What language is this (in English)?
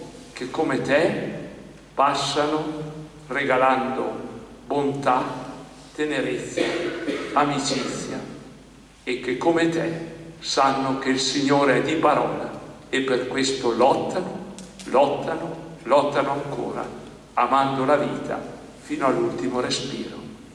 Italian